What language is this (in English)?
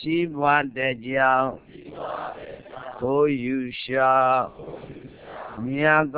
Burmese